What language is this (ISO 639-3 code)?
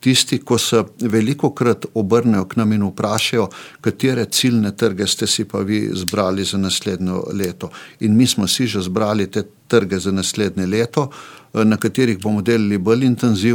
slv